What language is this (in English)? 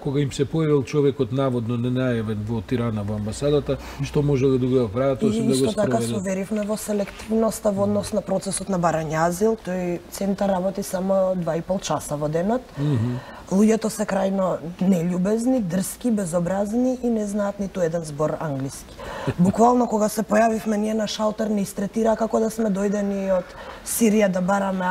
Macedonian